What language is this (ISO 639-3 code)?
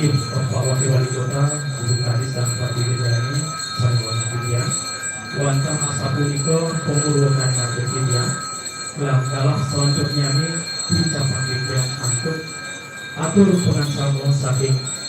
ban